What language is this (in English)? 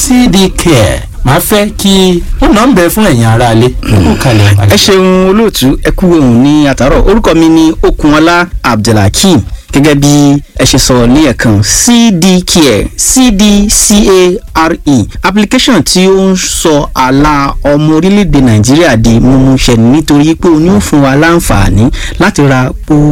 Yoruba